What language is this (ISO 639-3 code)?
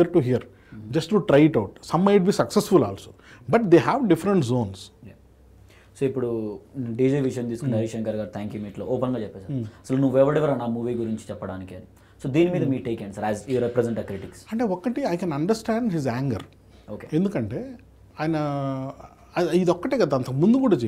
tel